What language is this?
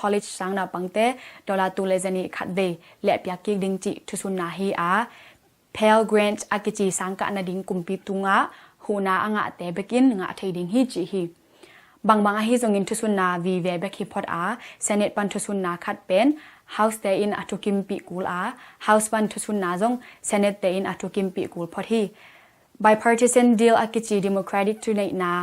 Tedim Chin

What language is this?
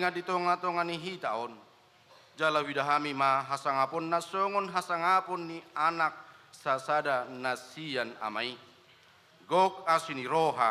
Batak Toba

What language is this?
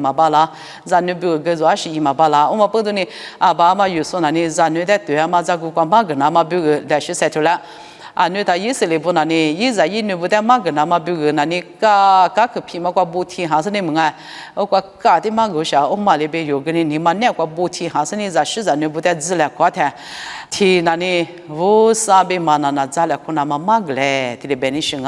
Lisu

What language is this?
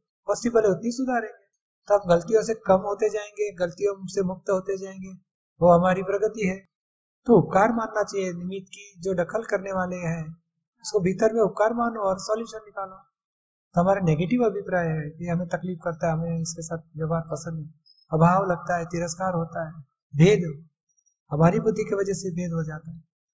Hindi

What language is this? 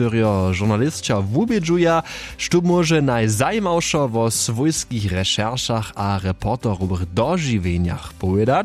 Upper Sorbian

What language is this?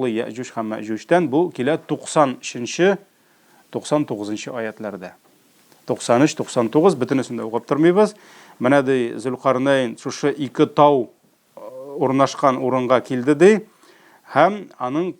Tatar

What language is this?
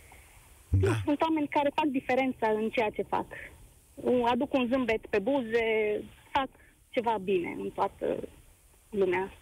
Romanian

